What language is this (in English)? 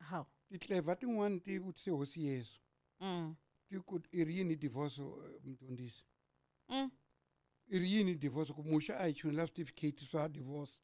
Tsonga